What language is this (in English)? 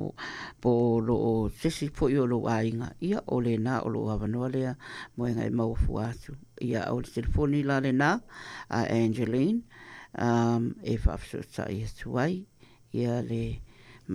Samoan